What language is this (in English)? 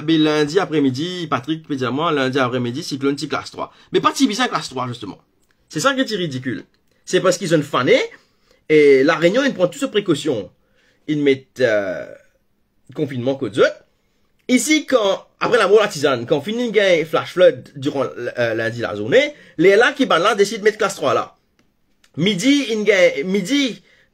Morisyen